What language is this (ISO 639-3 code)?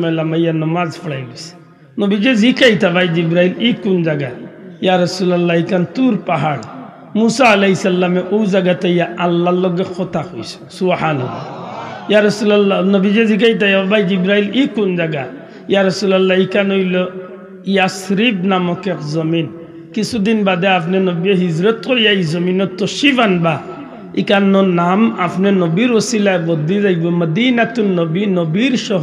syl